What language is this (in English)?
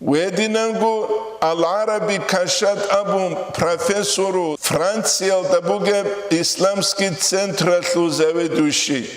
Avaric